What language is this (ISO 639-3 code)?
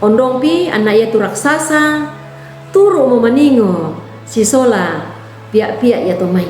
sda